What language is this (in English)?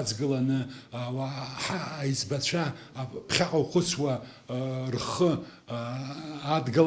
Abkhazian